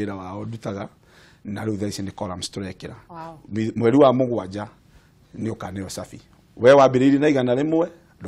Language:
Kikuyu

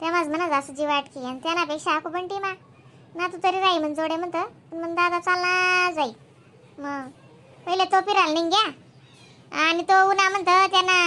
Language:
Khandesi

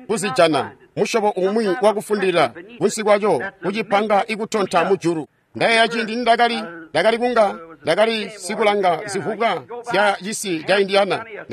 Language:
Tonga (Zambia)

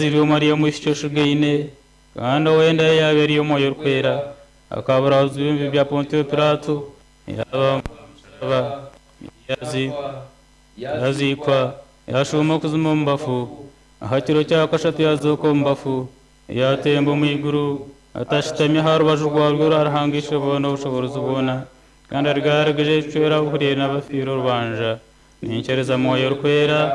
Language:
Nyankole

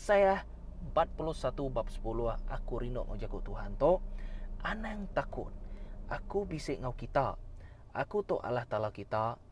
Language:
Iban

